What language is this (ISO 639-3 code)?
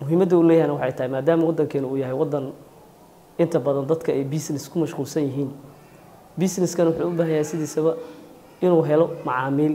som